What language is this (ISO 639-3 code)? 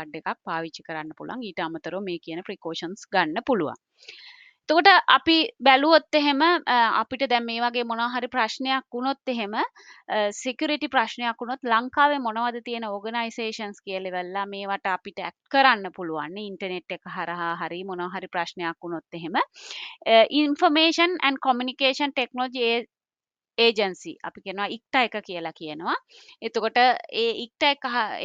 sin